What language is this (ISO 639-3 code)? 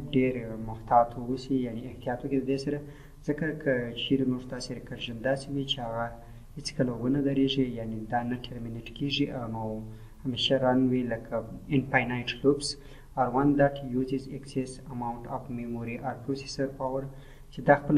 pus